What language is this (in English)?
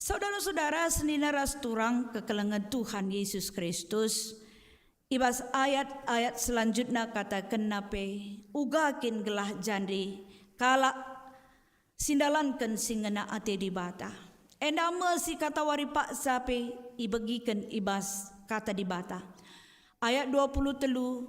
Batak Karo